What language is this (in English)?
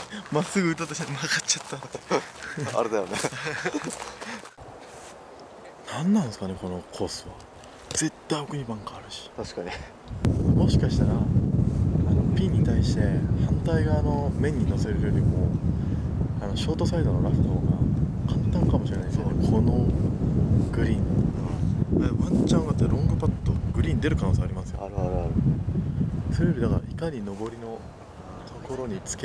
Japanese